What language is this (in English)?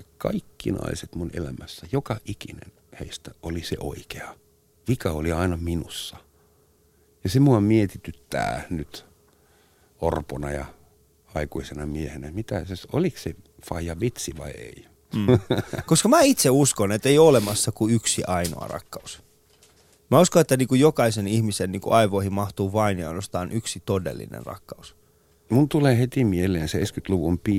Finnish